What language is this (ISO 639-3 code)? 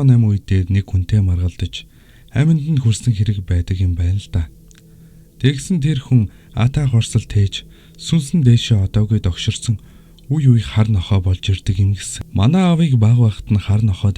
mon